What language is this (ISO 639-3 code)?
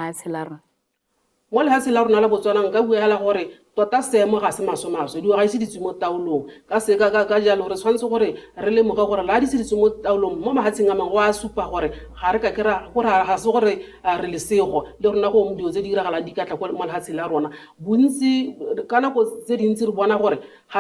tsn